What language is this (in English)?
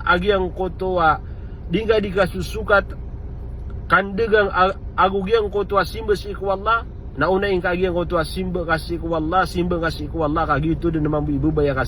Maranao